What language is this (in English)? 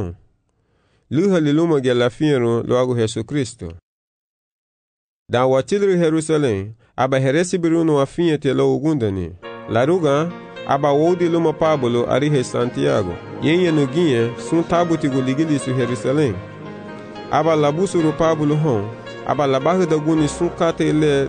Garifuna